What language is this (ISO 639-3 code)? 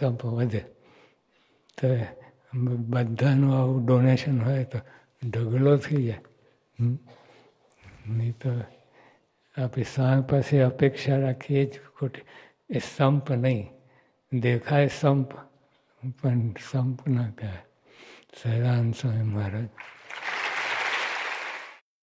guj